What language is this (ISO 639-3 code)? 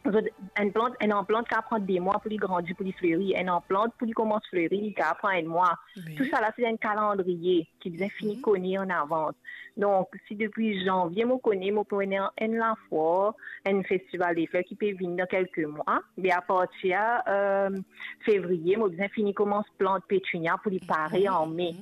mfe